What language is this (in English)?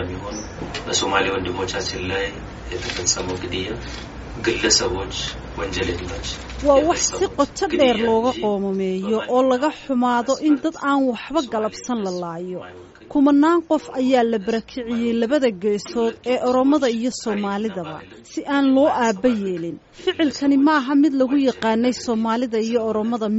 Somali